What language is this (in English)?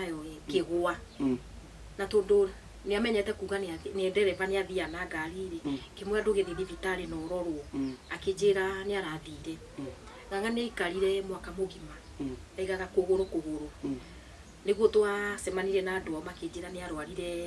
Kikuyu